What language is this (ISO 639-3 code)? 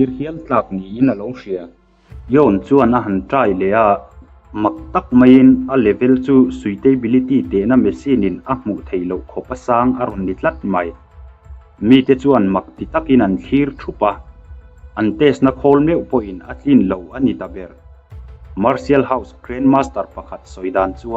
lus